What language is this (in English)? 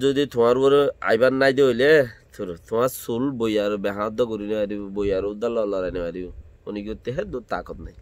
Rohingya